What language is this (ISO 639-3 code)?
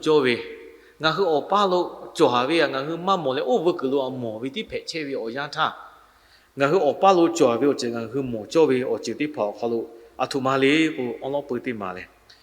lhu